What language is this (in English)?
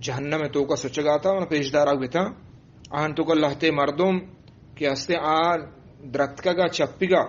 Eastern Balochi